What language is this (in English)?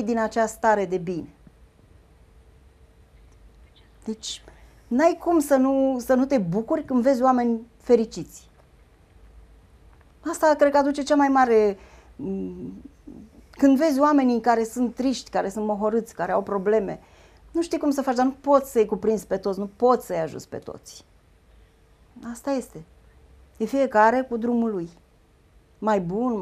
Romanian